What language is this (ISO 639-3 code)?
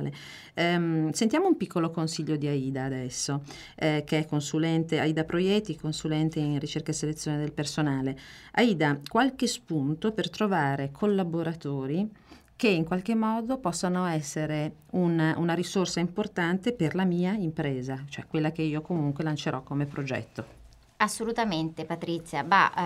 ita